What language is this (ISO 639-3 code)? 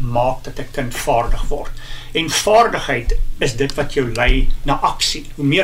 afr